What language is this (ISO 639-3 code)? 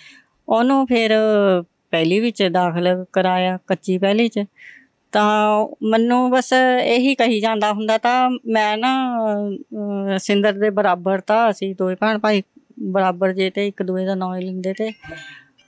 pan